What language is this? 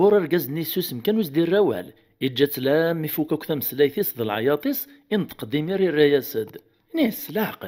Kabyle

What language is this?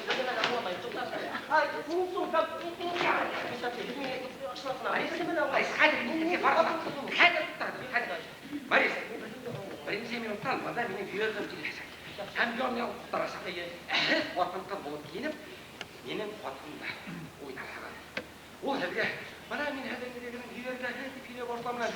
Bashkir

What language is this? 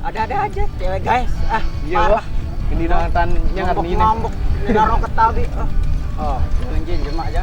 Sasak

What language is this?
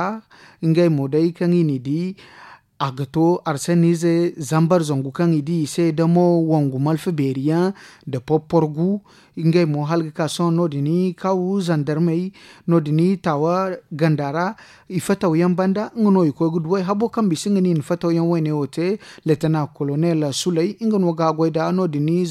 Zarma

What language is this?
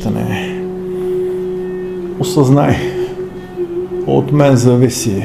Bulgarian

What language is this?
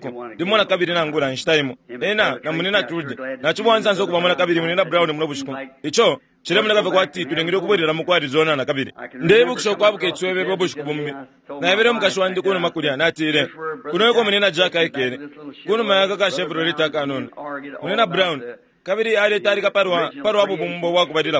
Bemba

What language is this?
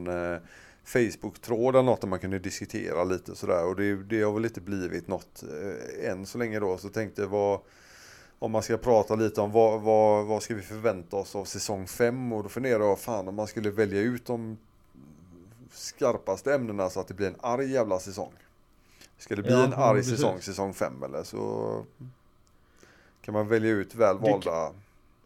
Swedish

